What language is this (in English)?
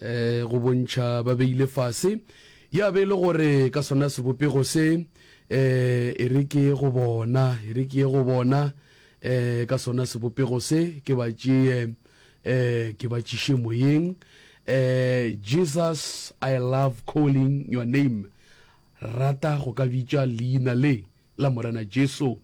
Northern Sotho